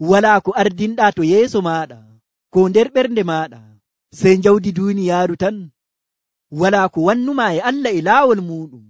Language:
Nigerian Fulfulde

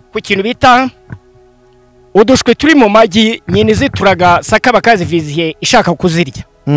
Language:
Kinyarwanda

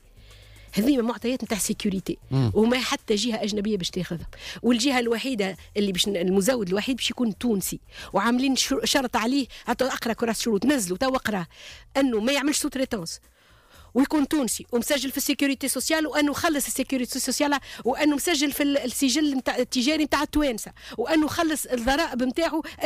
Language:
Tunisian Arabic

